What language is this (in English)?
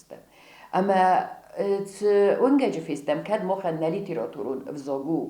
Ossetic